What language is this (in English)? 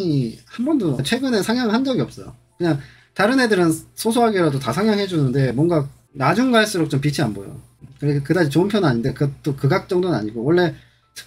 Korean